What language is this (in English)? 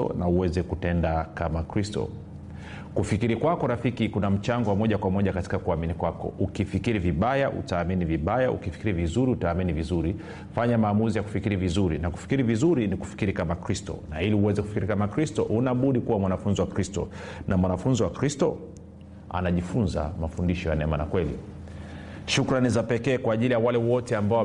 Swahili